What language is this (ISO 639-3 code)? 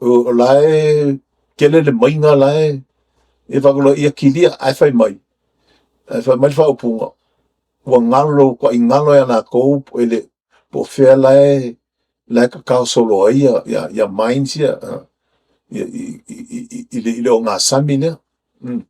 smo